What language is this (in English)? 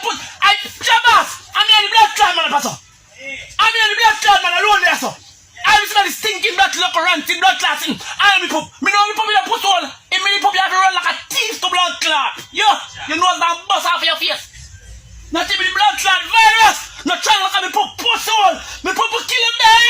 Jamaican Creole English